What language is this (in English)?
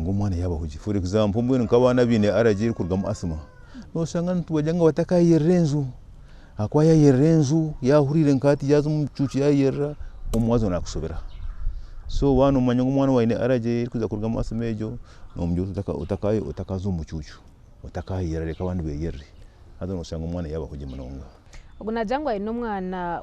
Nyankole